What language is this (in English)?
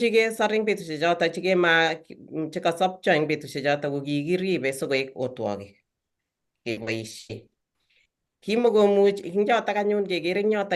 Kalenjin